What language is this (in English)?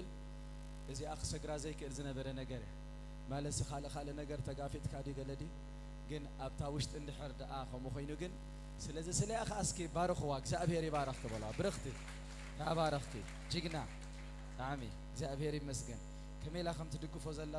Tigrinya